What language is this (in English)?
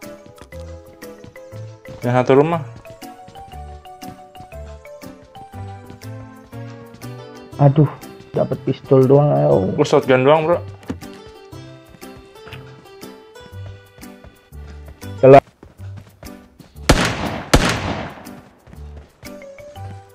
Indonesian